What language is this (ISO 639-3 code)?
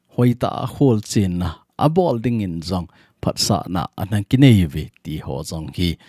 tcz